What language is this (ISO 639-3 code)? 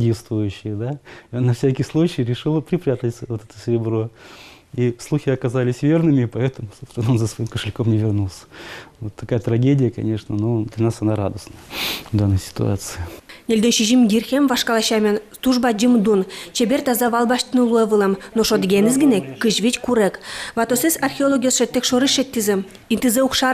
udm